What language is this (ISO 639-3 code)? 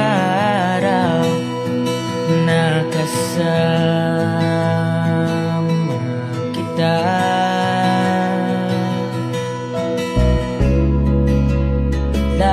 fil